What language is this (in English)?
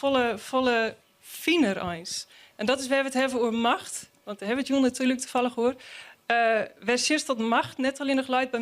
Western Frisian